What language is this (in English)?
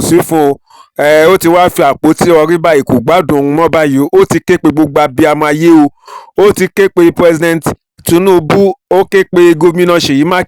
Yoruba